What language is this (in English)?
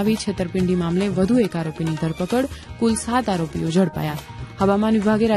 Gujarati